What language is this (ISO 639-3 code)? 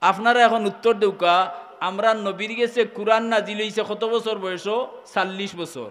syl